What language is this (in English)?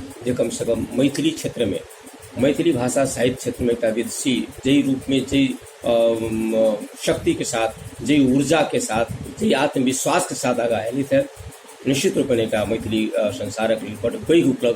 Maithili